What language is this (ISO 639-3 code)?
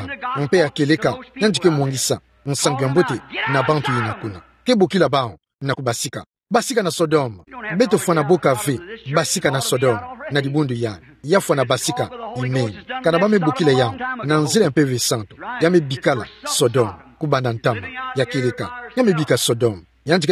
ktu